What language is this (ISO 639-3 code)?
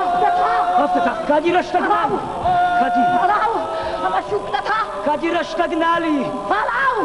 oss